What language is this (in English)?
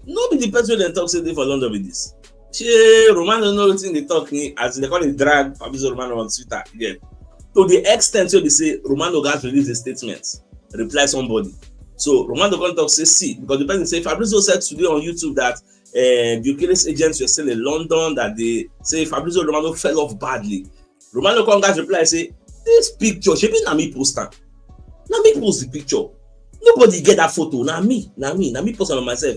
Nigerian Pidgin